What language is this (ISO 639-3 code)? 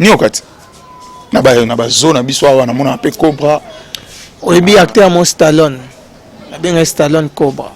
lin